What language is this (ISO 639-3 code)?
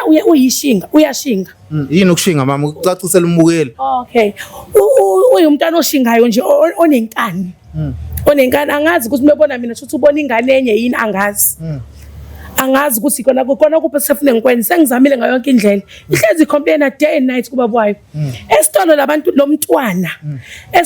zul